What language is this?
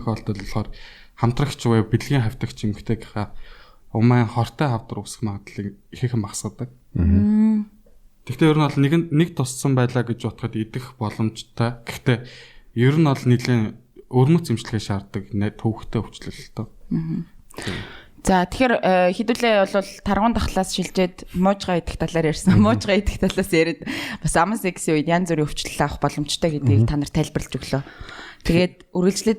Mongolian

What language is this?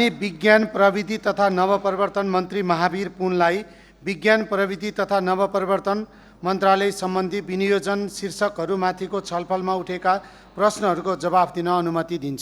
Nepali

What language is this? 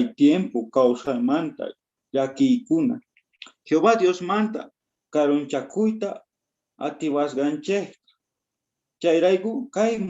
South Bolivian Quechua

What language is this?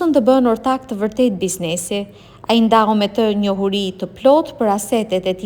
Albanian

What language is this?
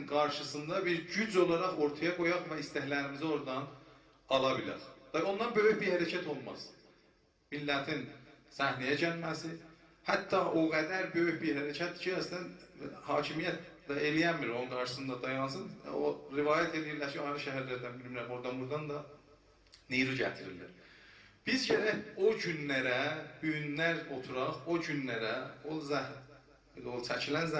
South Azerbaijani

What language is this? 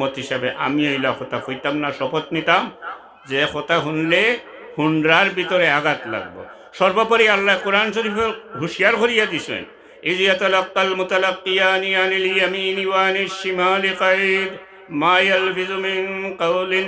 Sylheti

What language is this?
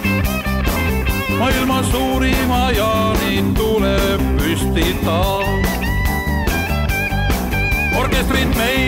Estonian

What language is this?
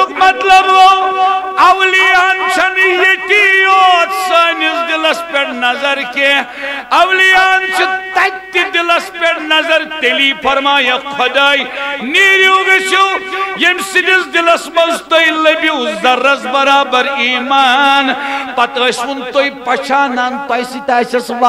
Kashmiri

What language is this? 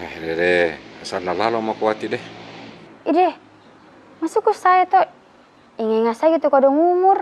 Makassar Malay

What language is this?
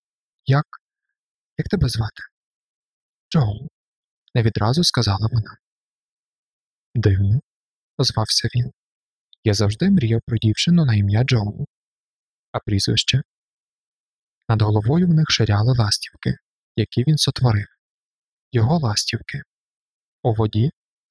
Ukrainian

